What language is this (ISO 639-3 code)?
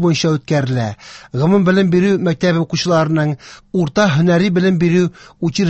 tat